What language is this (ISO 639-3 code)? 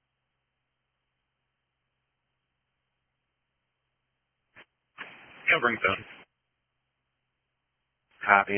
eng